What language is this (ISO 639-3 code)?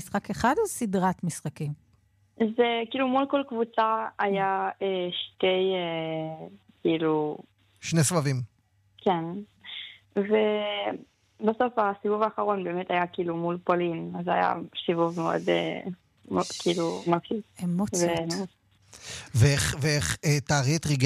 heb